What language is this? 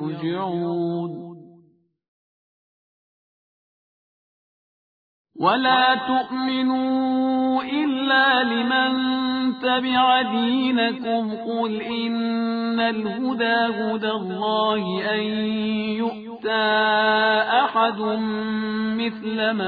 Arabic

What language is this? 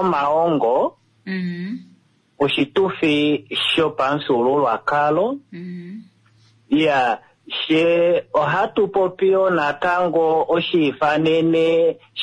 Kuanyama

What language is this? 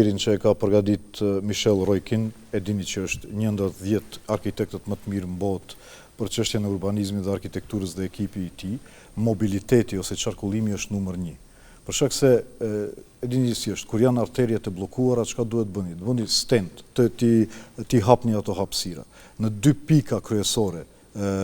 Albanian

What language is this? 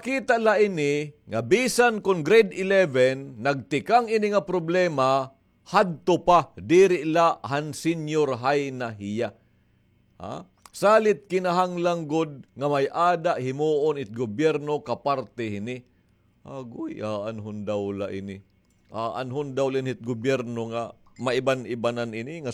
Waray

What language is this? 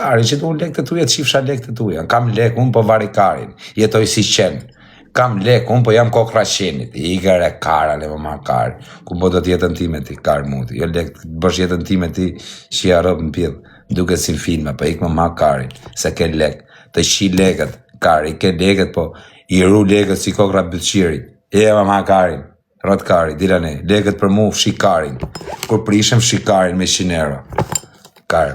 Albanian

